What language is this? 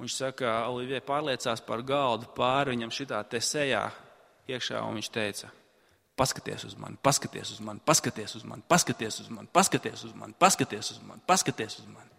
Latvian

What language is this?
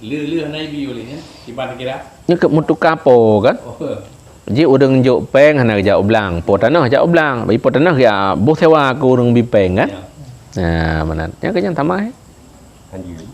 Achinese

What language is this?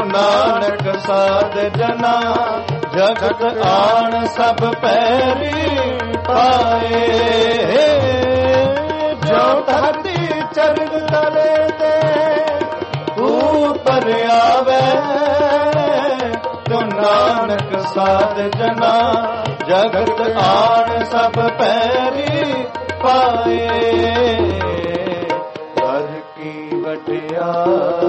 Punjabi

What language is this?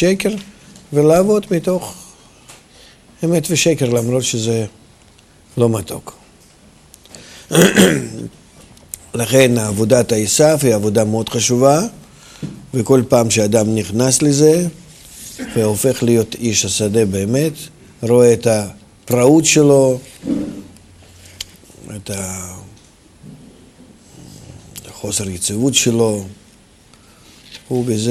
Hebrew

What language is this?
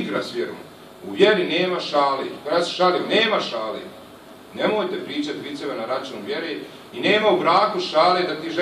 Bosnian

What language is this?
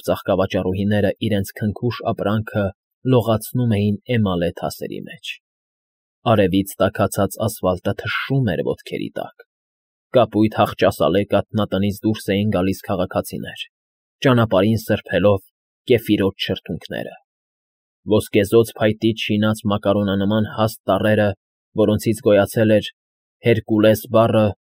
Armenian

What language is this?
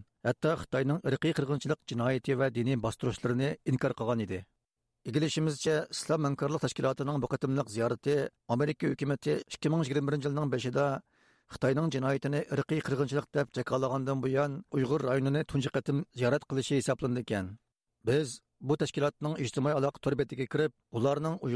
Uyghur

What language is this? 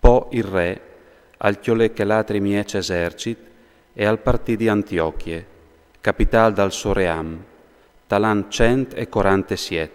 Friulian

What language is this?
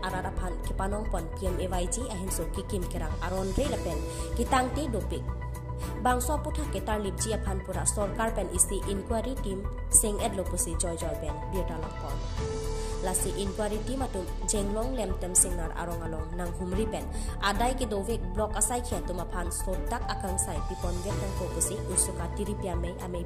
Karbi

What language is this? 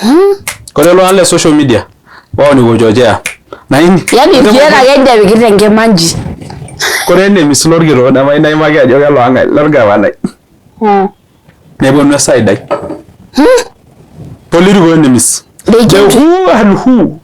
Masai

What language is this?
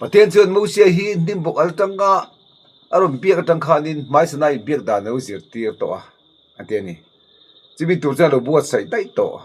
Mizo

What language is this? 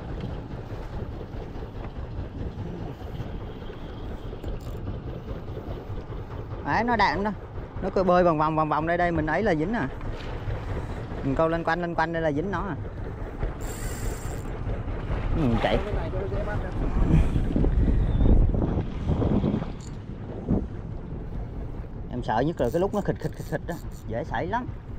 Vietnamese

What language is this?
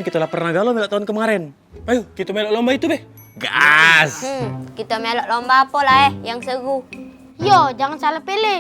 Musi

